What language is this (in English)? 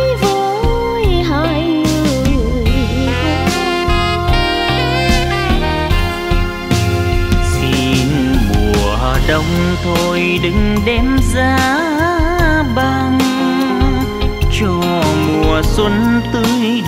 Vietnamese